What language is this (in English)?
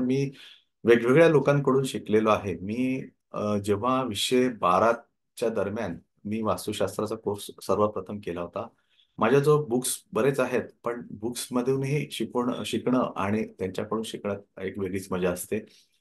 Marathi